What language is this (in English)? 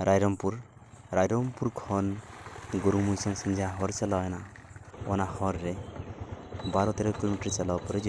Santali